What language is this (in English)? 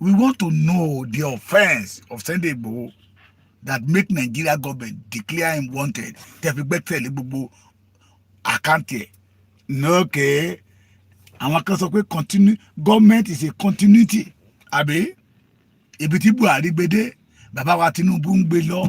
Yoruba